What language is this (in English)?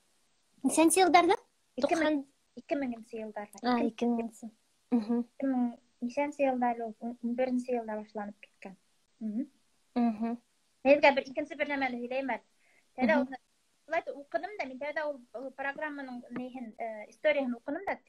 Bashkir